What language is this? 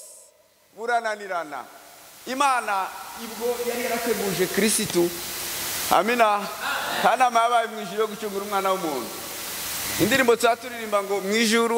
Kinyarwanda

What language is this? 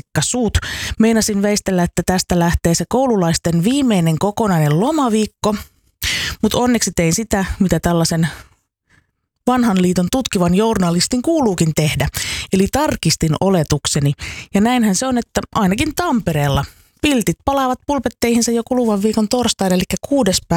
Finnish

